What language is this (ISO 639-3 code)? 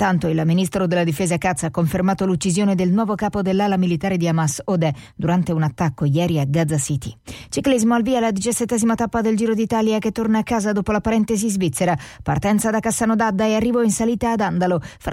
ita